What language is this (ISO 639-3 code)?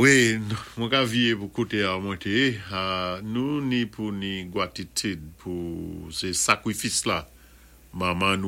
acf